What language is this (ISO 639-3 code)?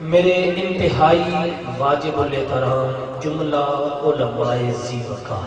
skr